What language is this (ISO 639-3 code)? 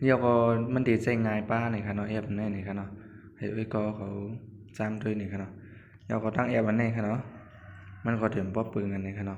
shn